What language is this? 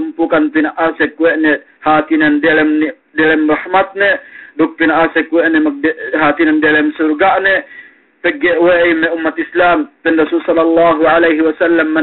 Yakan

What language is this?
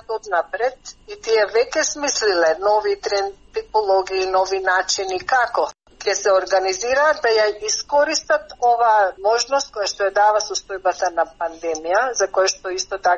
Macedonian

